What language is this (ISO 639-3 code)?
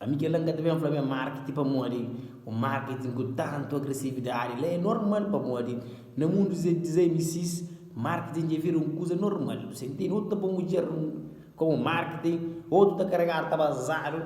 kea